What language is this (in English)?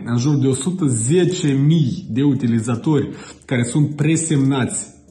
Romanian